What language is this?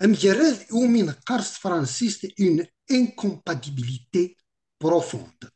Kabyle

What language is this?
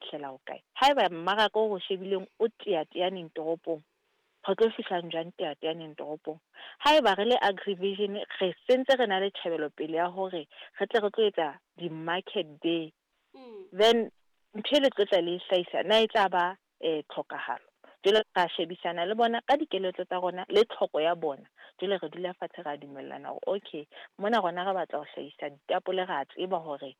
Southern Sotho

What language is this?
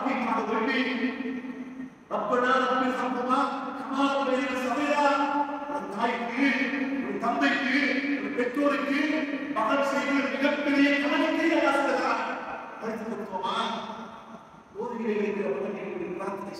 Tamil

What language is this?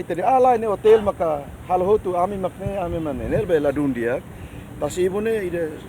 Tetum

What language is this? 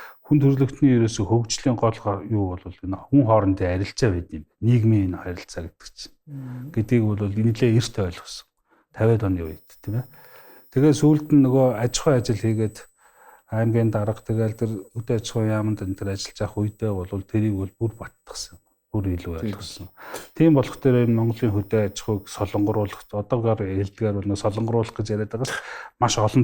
Mongolian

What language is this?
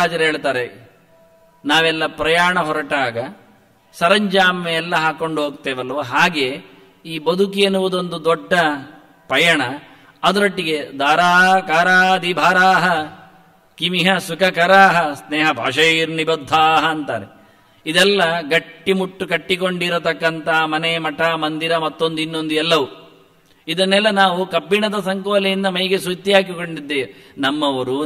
Kannada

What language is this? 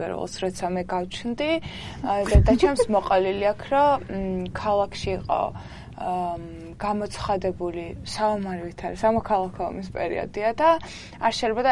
Georgian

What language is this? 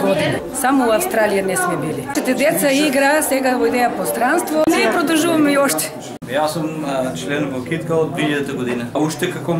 Macedonian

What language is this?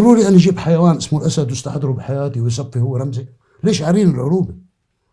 North Levantine Arabic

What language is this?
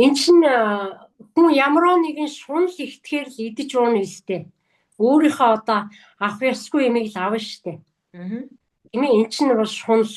Mongolian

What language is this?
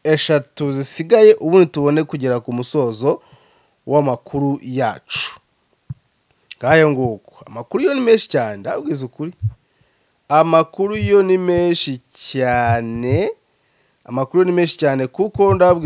Kinyarwanda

